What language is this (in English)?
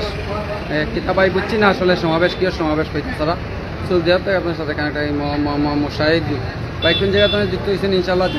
Sylheti